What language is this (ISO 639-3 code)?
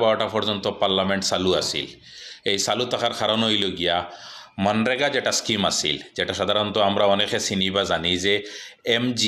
syl